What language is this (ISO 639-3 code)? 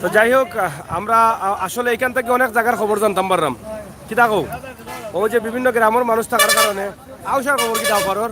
syl